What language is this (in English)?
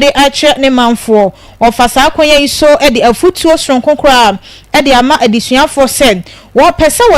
Akan